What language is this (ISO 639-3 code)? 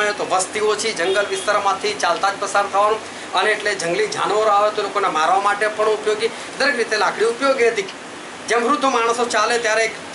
guj